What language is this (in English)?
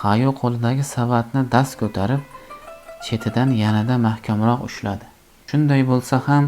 Uzbek